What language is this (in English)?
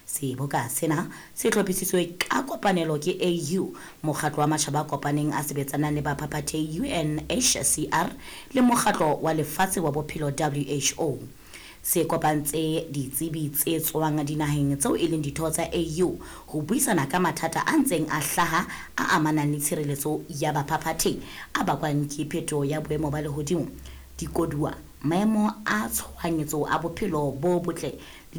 Southern Sotho